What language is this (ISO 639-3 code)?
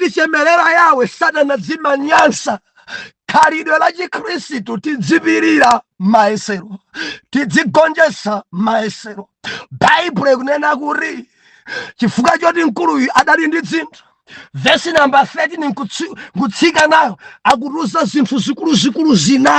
nya